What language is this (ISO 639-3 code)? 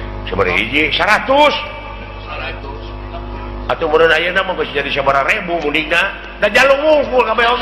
sun